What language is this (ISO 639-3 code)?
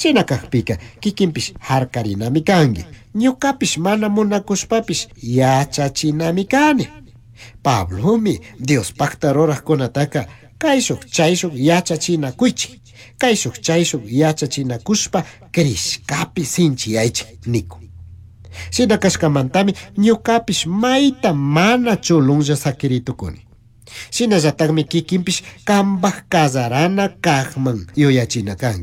qug